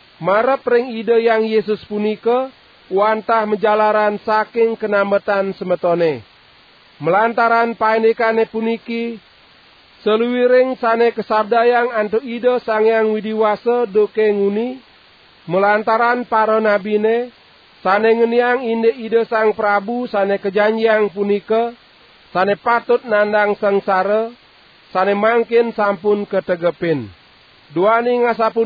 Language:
Balinese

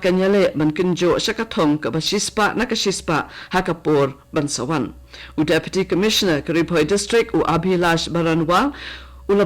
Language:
Khasi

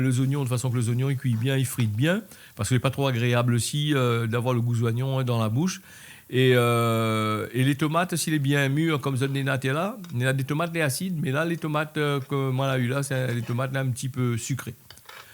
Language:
Réunion Creole French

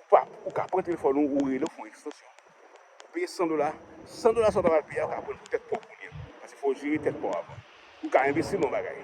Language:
Haitian Creole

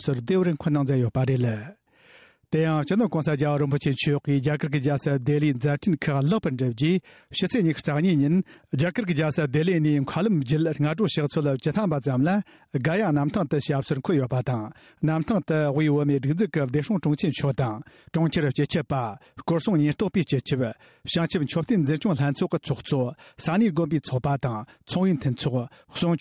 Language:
Tibetan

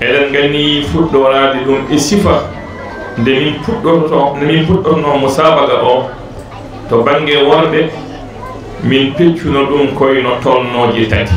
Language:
Fula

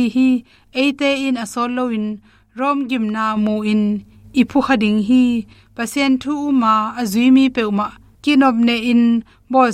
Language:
Tedim Chin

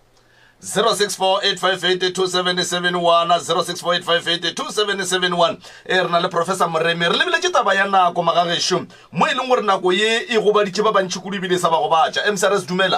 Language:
Northern Sotho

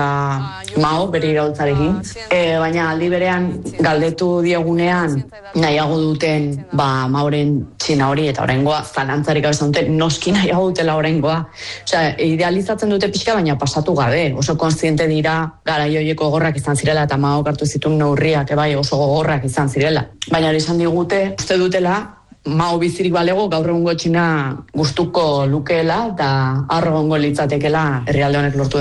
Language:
Basque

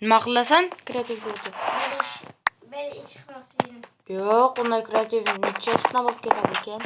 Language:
Uzbek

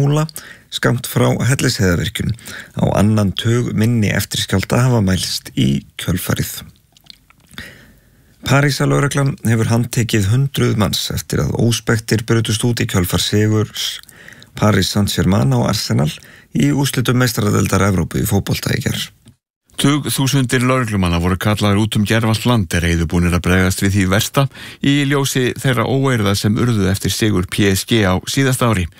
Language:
Icelandic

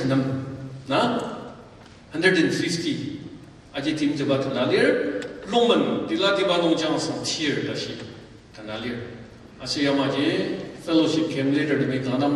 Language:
Ao Naga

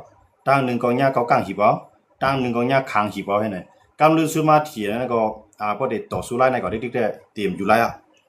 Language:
Shan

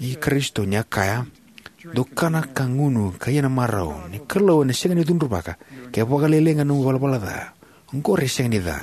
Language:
Fijian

